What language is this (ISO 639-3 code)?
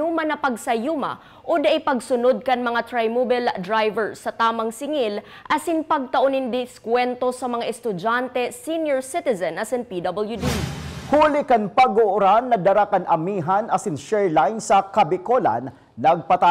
bik